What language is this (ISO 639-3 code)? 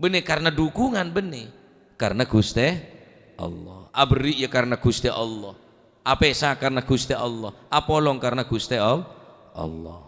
mad